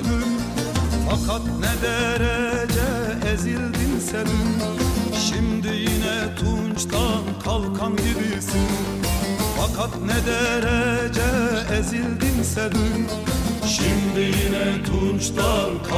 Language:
Turkish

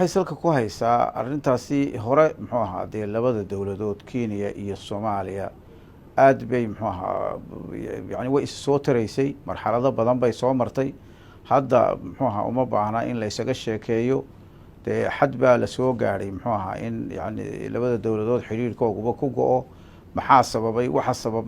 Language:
Somali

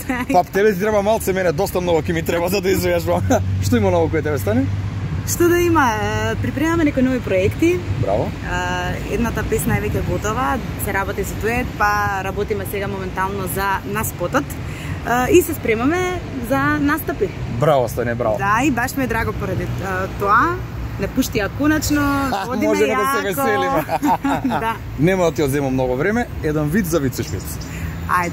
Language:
Macedonian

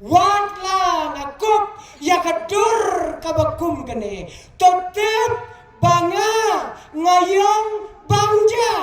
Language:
Khasi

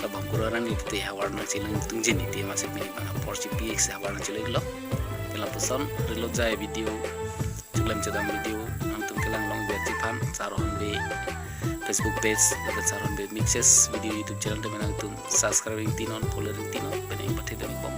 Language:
Karbi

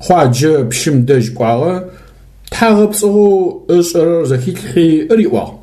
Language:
Adyghe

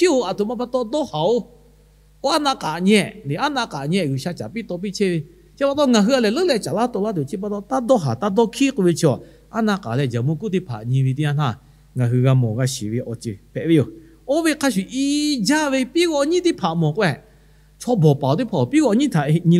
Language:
Lahu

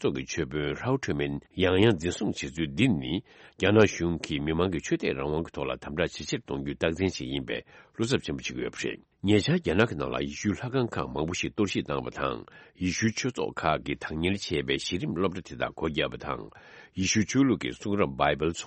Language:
Tibetan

